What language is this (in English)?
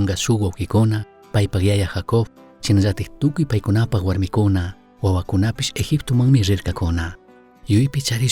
Chimborazo Highland Quichua